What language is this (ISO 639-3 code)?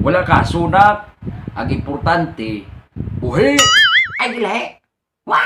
hil